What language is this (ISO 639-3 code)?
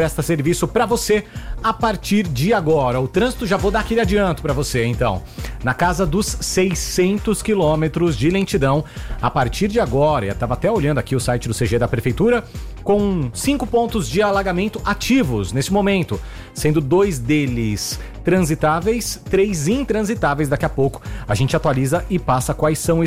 por